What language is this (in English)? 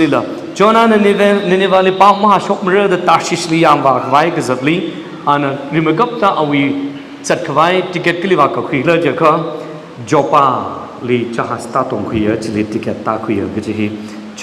Tangkhul Naga (India)